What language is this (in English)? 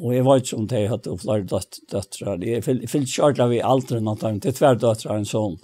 Faroese